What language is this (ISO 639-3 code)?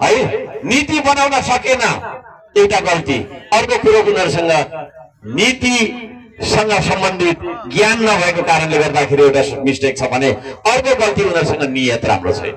nep